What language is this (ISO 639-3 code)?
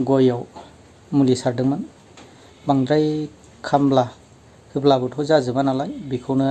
brx